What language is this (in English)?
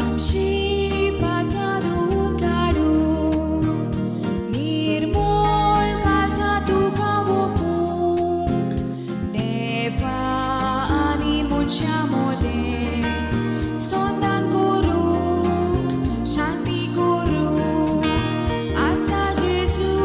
Konkani